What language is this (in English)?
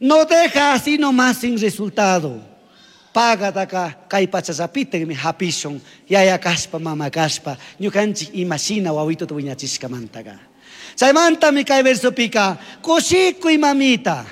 Chimborazo Highland Quichua